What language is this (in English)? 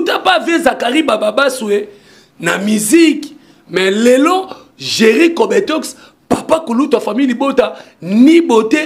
Lingala